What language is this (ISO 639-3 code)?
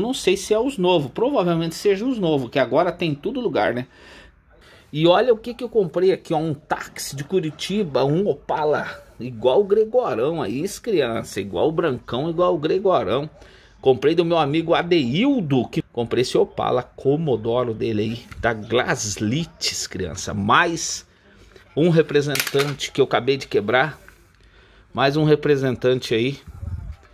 por